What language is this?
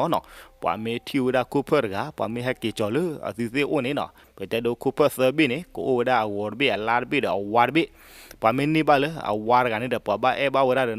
S'gaw Karen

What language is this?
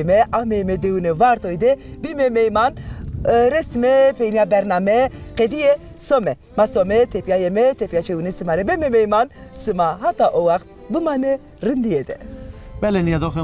Zaza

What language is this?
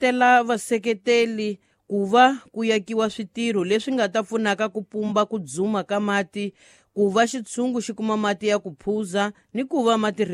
Tsonga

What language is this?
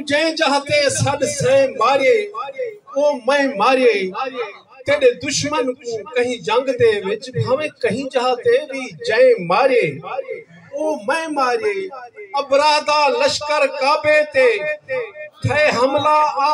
Saraiki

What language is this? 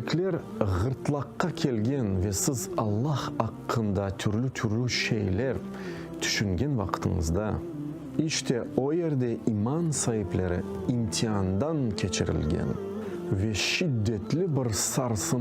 Crimean Tatar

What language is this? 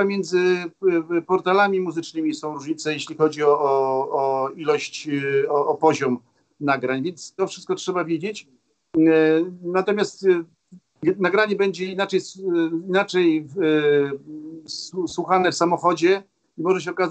Polish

